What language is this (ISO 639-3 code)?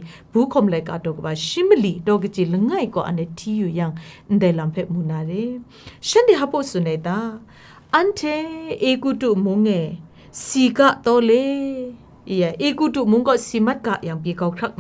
kac